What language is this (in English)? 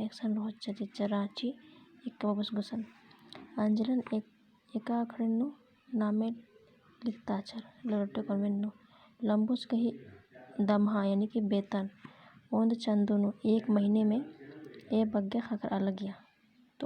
Kurukh